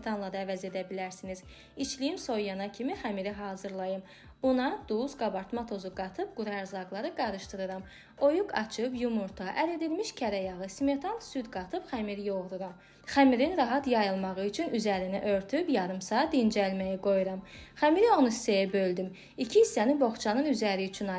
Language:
Azerbaijani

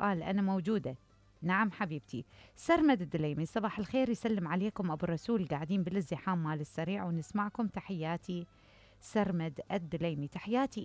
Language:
Mesopotamian Arabic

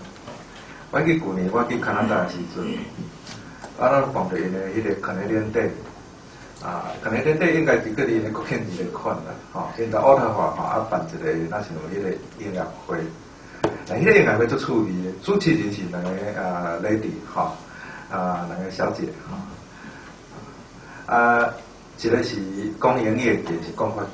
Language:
Min Nan Chinese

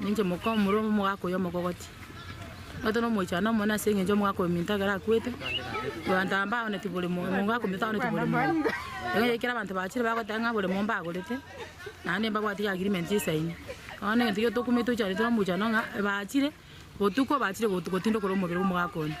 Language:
Gusii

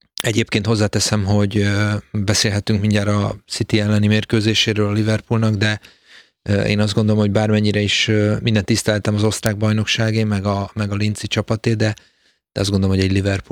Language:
Hungarian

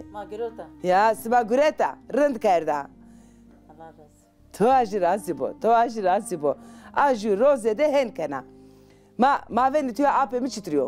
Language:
Zaza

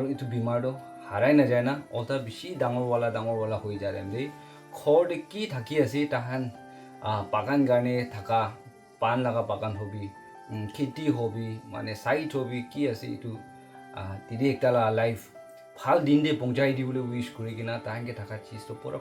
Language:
Naga Pidgin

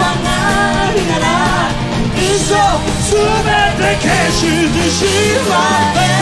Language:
Japanese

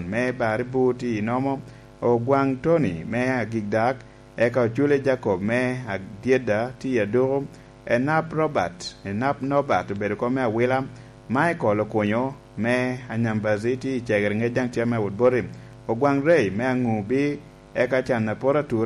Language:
Lango (Uganda)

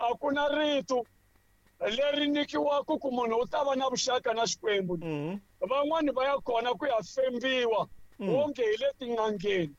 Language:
Tsonga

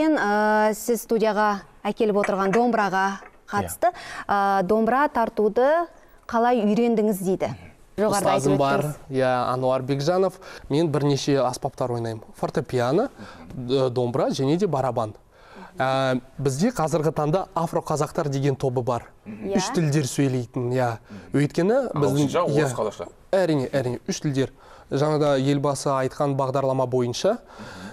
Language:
Kazakh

